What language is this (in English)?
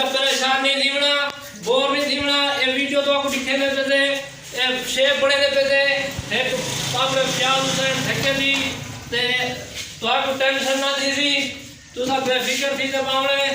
Saraiki